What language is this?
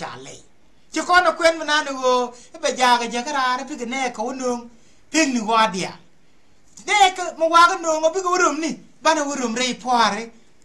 Nuer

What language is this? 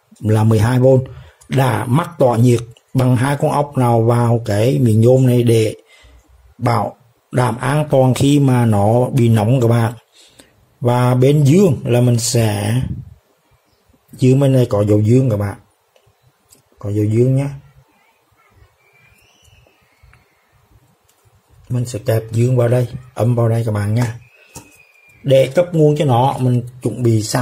Vietnamese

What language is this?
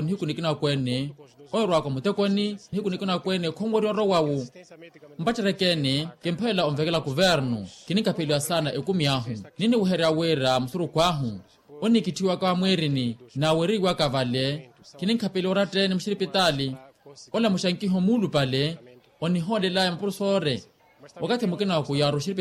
Makhuwa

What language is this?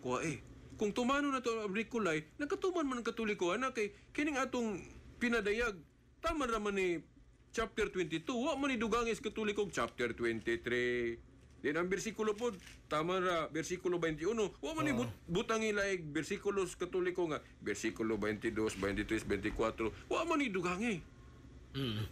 Cebuano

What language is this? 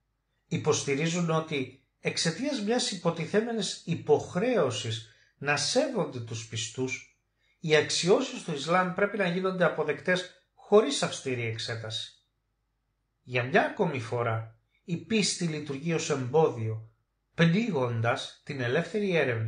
Greek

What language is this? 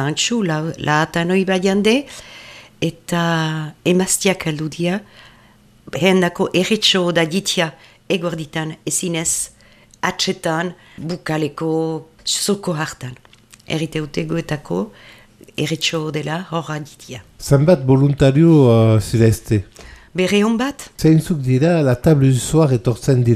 Basque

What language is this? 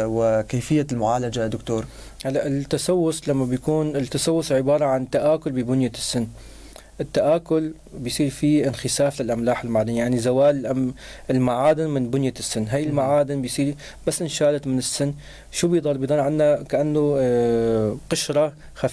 North Levantine Arabic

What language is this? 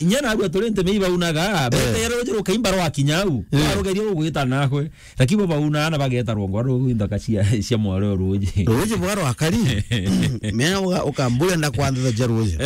Meru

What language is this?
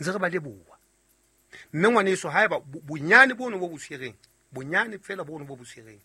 Southern Sotho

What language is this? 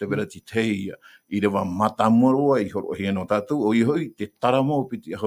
Tahitian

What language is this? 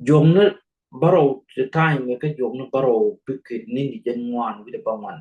Nuer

